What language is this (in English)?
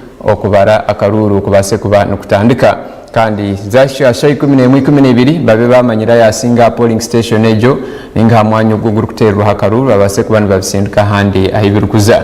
Nyankole